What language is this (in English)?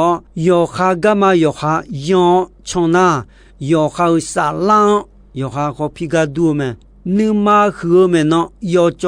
Akha